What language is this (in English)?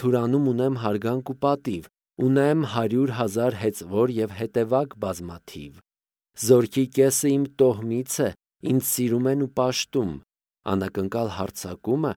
Armenian